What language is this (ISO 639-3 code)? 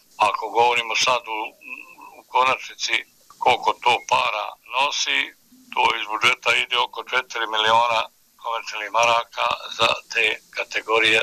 bos